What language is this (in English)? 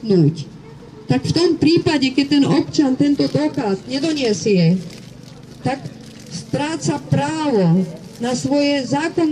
Slovak